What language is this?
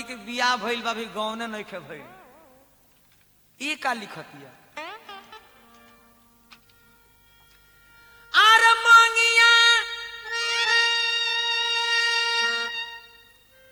Bhojpuri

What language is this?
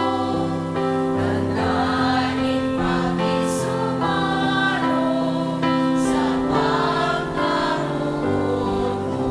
Bikol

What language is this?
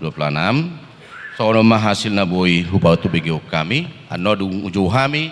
Batak Toba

